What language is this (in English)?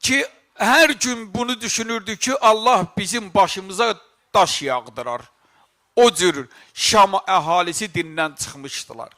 Azerbaijani